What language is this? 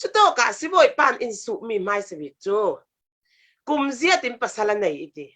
Falam Chin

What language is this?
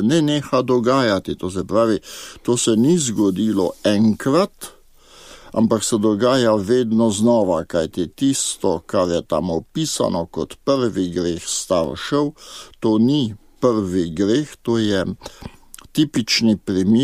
Slovenian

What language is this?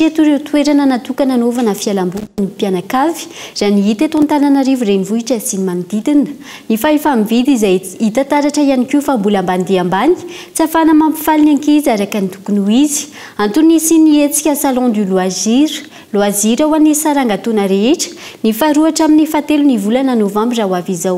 Malagasy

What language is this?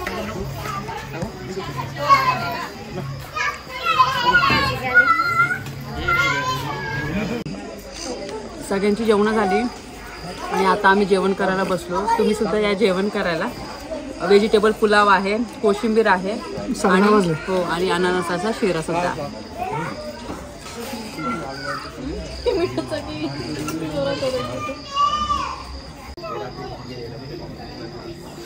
Marathi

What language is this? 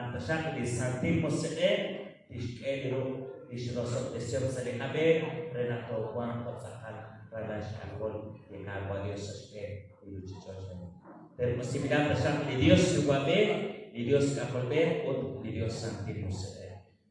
Kekchí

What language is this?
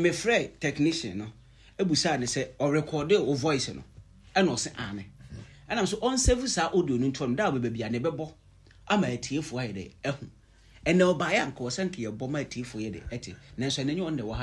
Akan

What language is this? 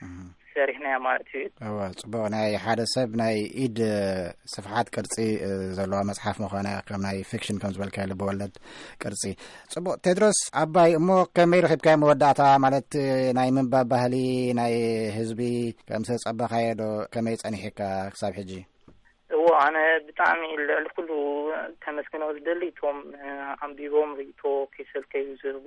Tigrinya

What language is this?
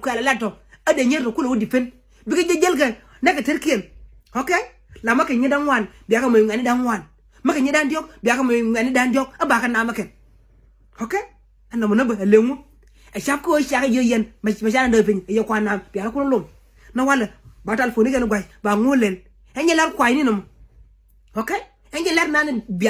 Nuer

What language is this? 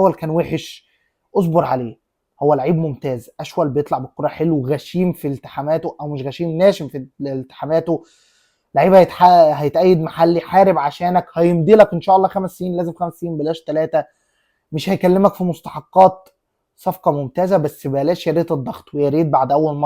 Egyptian Arabic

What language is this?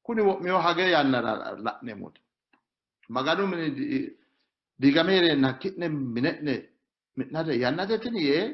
Sidamo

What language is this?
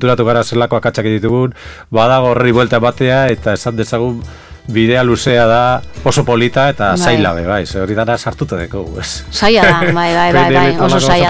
Basque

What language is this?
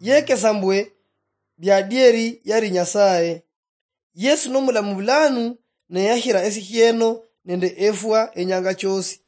Luyia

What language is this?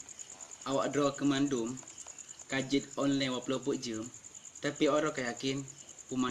Achinese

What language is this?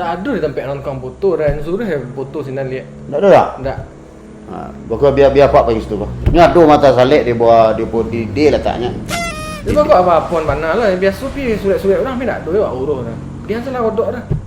Minangkabau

